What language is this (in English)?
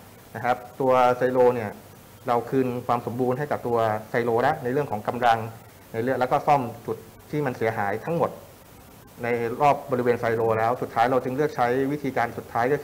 Thai